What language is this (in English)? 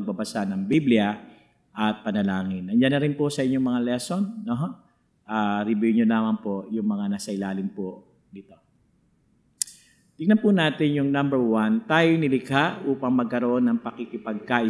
Filipino